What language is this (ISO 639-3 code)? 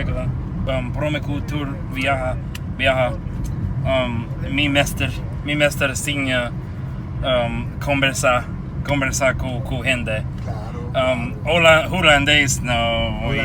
pap